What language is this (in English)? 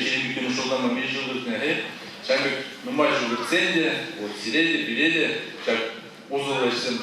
Chuvash